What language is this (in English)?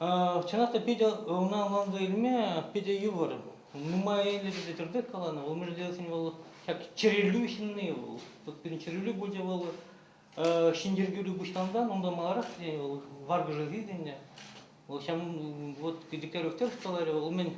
Chuvash